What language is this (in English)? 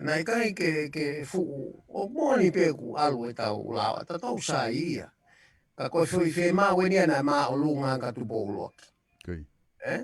Tongan